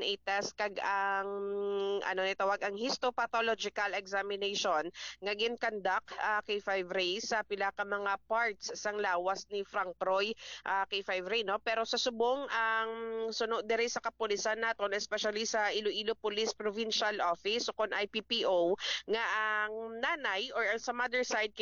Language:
Hiligaynon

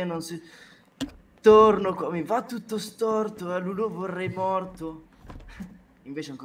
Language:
Italian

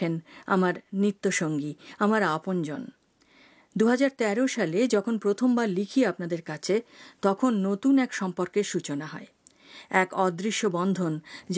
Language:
Bangla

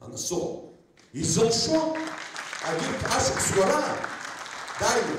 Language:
Abkhazian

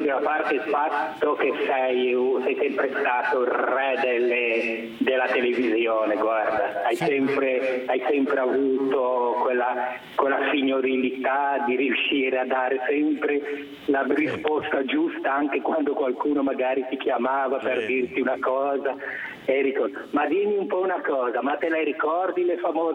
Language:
Italian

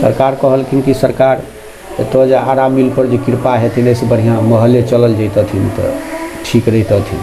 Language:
Maithili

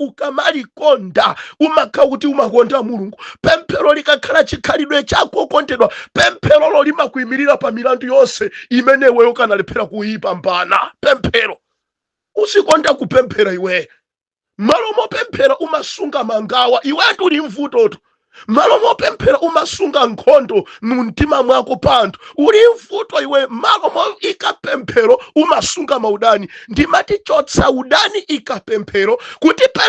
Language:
Nyanja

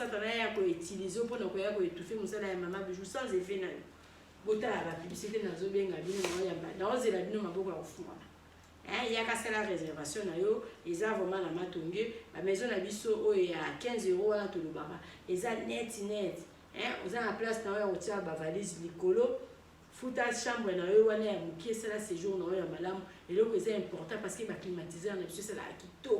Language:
Lingala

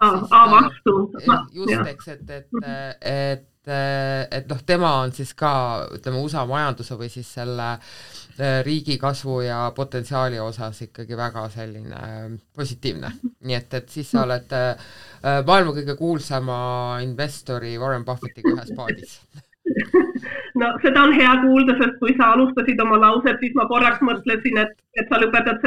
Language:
Estonian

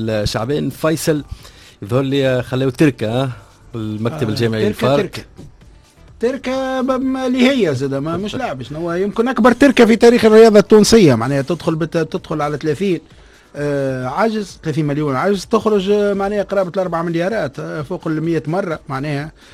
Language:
Tunisian Arabic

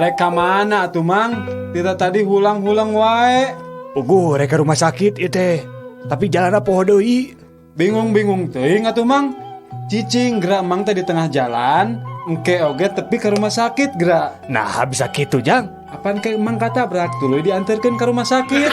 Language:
Sundanese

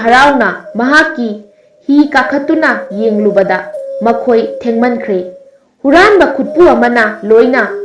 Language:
Manipuri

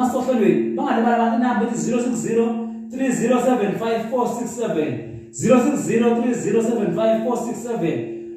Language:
Zulu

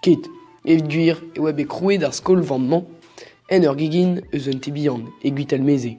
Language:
Breton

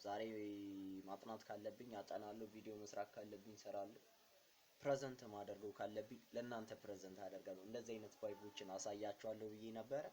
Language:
Amharic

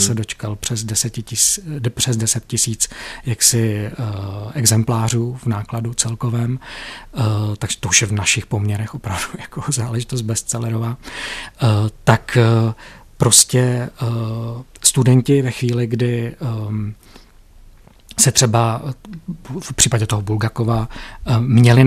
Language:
Czech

